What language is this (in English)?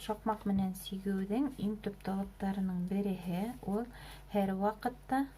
Bashkir